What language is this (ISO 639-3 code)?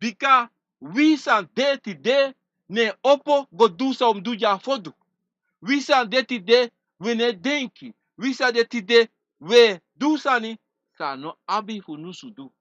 srn